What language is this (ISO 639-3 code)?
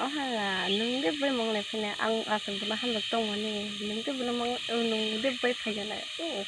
trp